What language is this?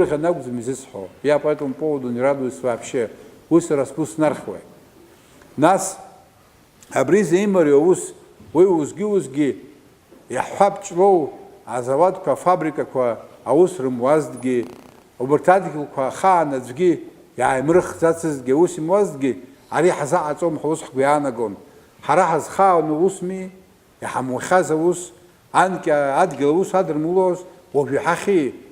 Abkhazian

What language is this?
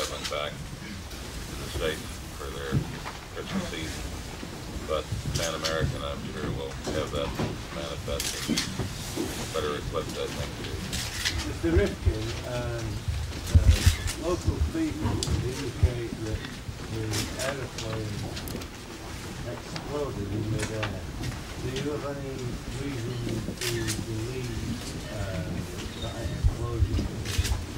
English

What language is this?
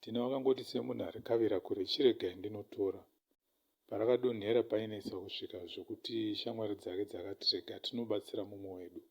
Shona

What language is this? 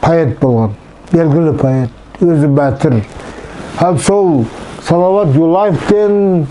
Nogai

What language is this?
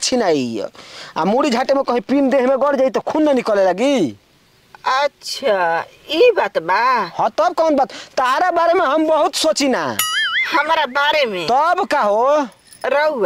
Bhojpuri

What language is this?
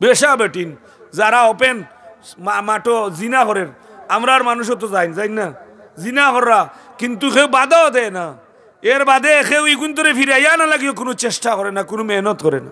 Sylheti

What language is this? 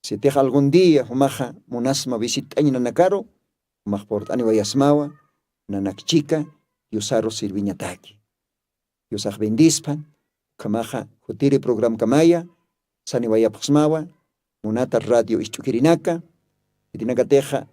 Aymara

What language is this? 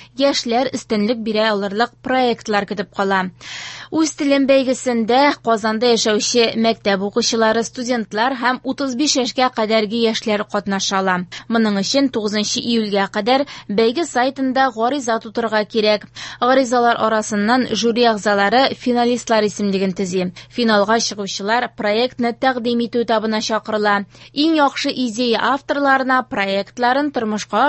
Tatar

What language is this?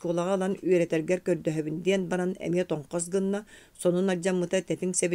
Yakut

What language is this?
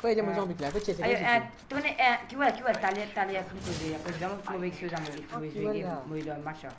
Morisyen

